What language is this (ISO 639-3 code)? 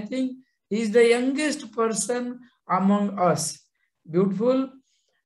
eng